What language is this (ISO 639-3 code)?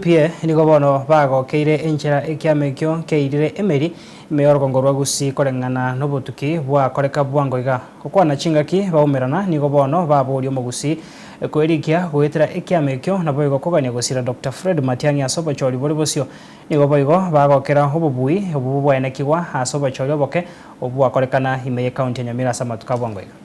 guz